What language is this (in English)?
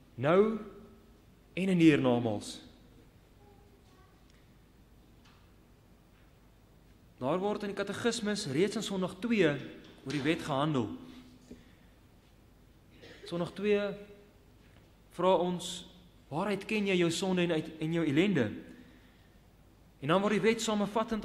Afrikaans